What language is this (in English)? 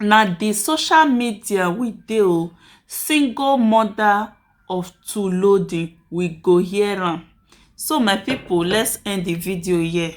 Nigerian Pidgin